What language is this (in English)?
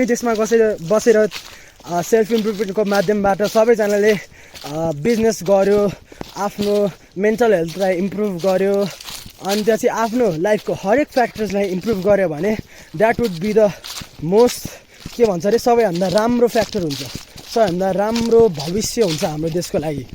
Nepali